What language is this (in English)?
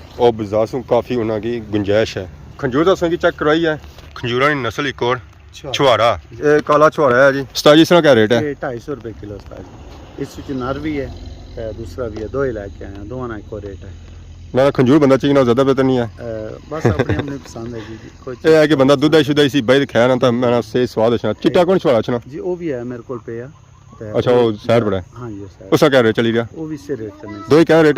Pahari-Potwari